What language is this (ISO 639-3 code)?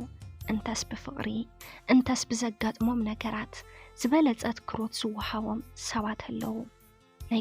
tir